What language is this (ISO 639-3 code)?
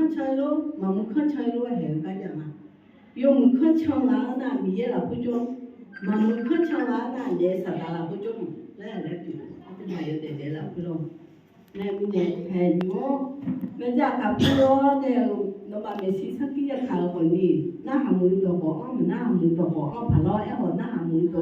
ahk